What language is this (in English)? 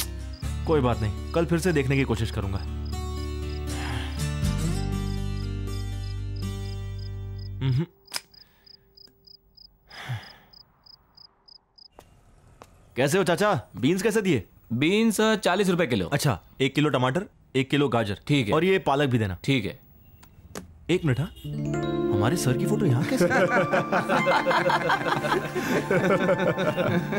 Hindi